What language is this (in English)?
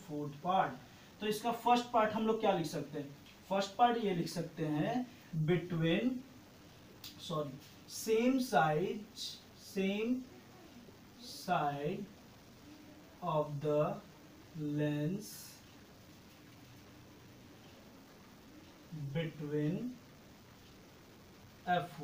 Hindi